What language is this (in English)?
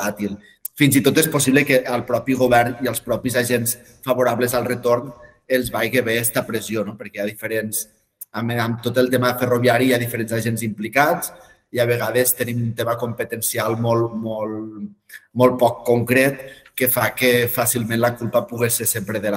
Catalan